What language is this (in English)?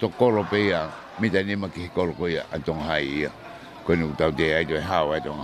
Tongan